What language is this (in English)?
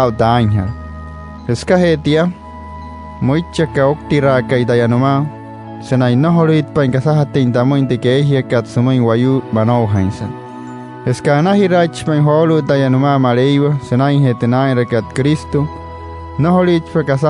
Wayuu